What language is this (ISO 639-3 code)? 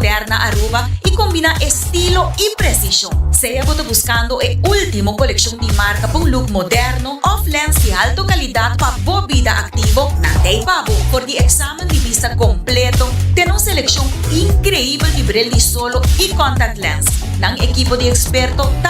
pap